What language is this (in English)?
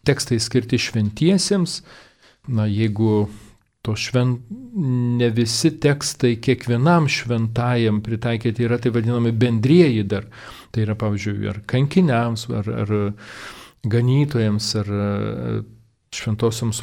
Lithuanian